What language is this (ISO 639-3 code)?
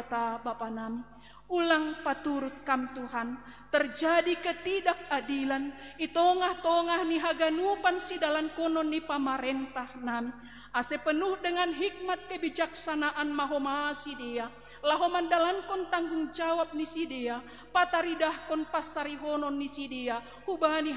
bts